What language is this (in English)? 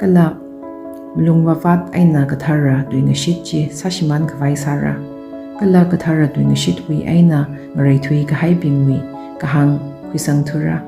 Tangkhul Naga (India)